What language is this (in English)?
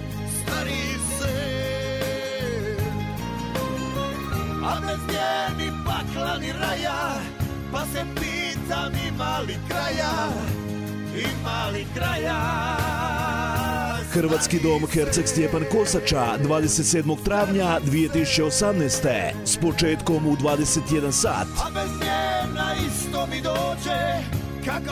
Croatian